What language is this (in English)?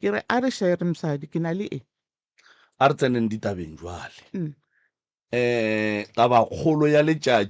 Northern Sotho